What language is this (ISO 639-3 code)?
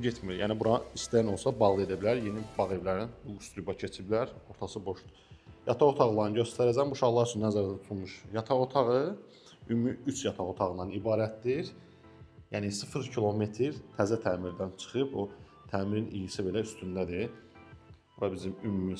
aze